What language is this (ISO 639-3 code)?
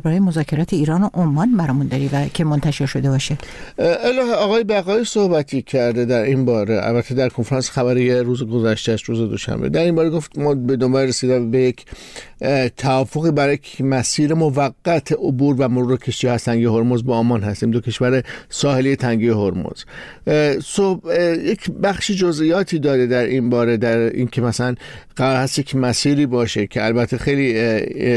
fas